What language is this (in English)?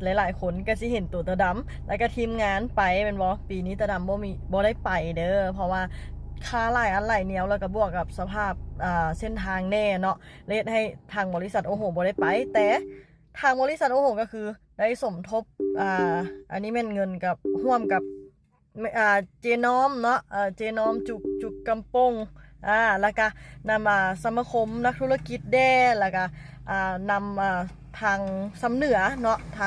Lao